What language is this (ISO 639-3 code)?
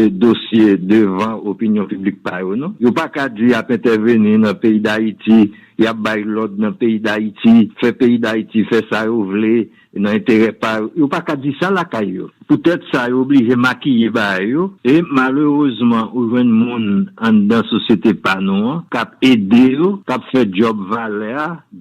hat